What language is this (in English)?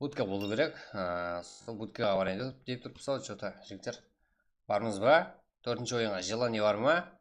Kara-Kalpak